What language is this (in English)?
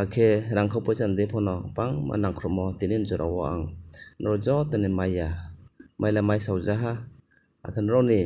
Riang (India)